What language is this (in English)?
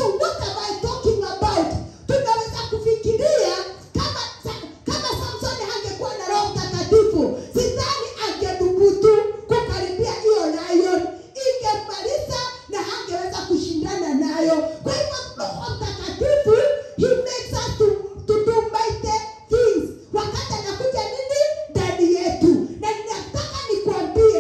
Swahili